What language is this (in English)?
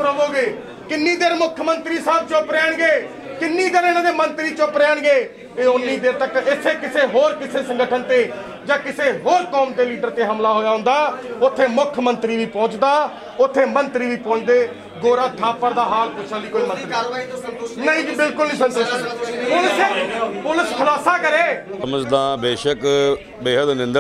Punjabi